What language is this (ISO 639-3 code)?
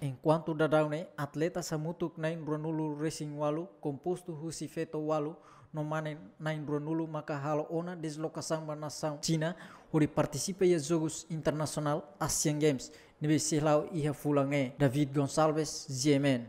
tet